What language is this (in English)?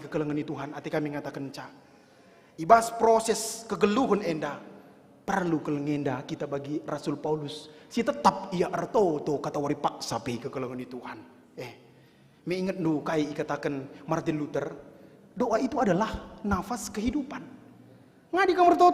Batak Karo